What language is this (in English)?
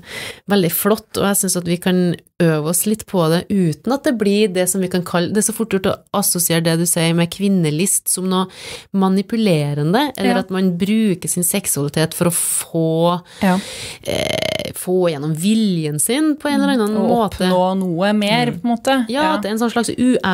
Norwegian